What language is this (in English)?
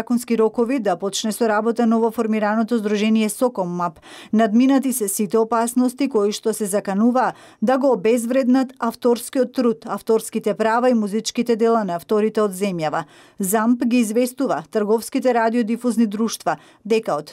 Macedonian